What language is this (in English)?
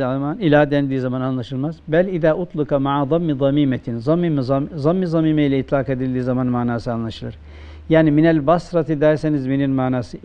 Turkish